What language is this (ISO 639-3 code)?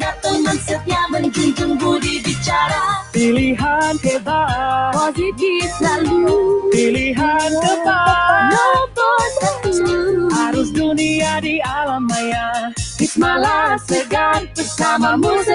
msa